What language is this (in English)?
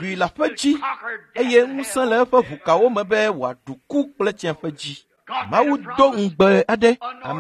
Ewe